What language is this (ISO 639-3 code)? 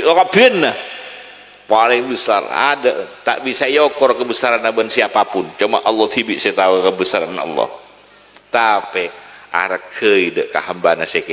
mad